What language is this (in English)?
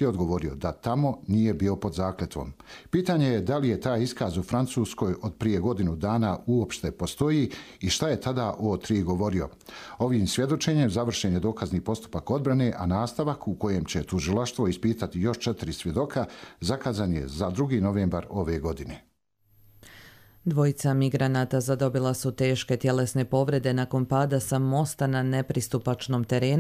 Bosnian